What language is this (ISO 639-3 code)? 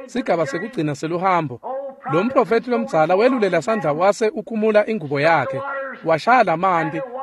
ssw